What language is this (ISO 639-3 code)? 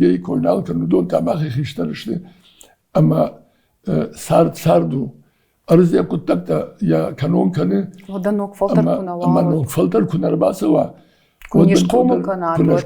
oss